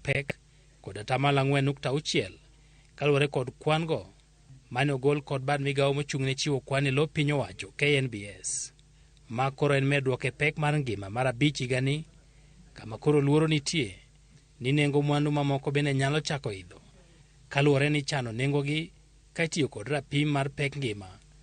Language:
Luo (Kenya and Tanzania)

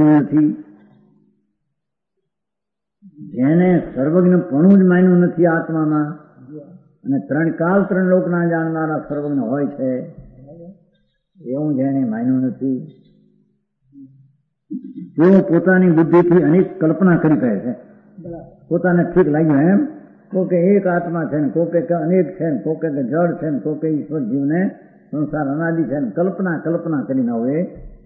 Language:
Gujarati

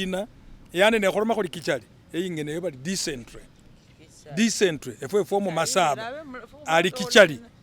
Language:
Masaaba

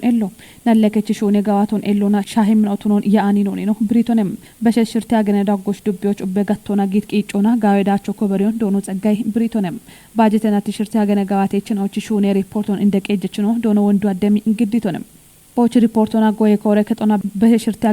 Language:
Kafa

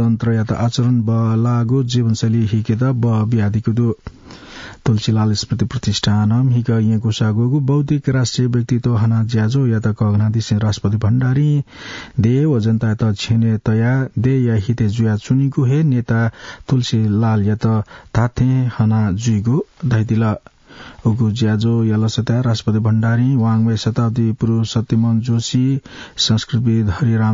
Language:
Newari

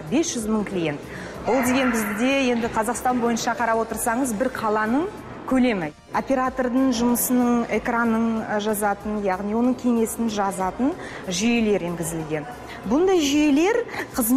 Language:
Kazakh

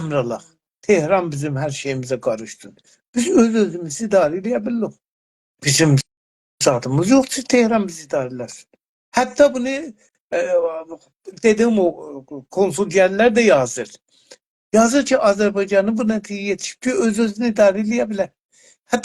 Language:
South Azerbaijani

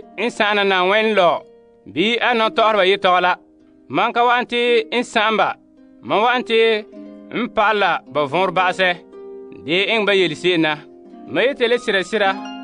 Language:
Frafra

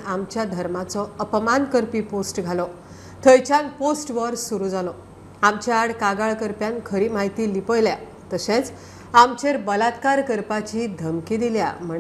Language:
Konkani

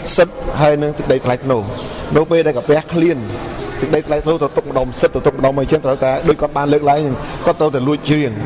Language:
Khmer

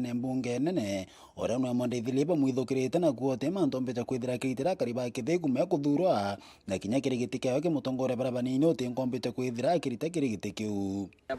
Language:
Meru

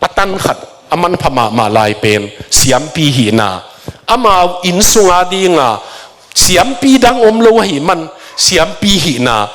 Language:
Tedim Chin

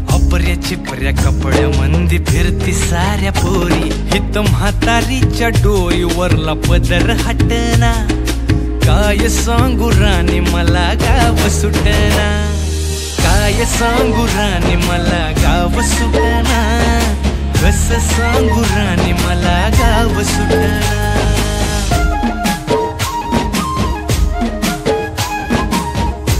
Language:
Marathi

